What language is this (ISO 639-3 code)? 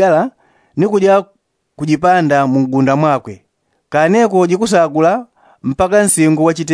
yao